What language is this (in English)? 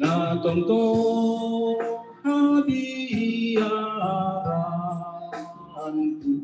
Batak Simalungun